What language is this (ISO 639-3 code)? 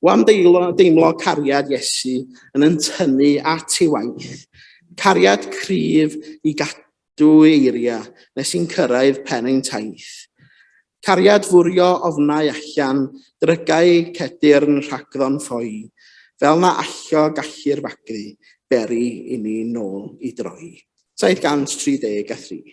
cym